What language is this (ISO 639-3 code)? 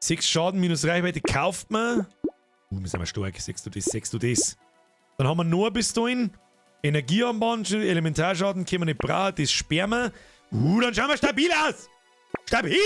bar